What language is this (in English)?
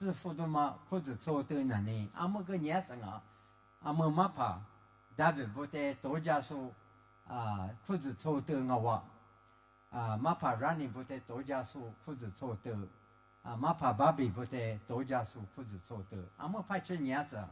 Lisu